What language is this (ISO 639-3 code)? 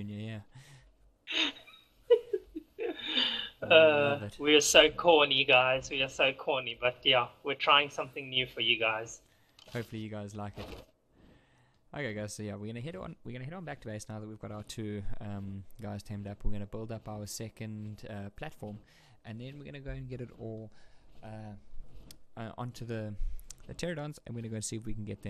eng